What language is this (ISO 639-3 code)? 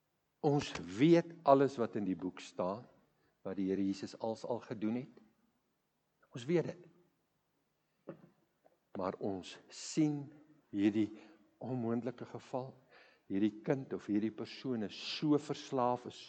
afr